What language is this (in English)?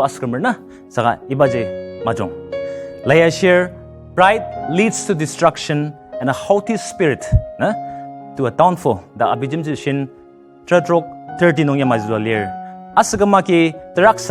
Ao Naga